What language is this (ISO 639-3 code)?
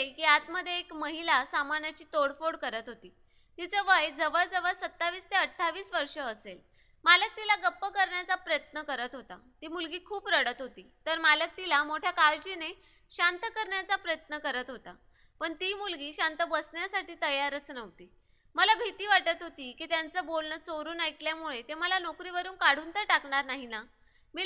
mar